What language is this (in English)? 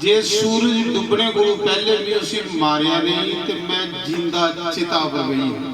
Dogri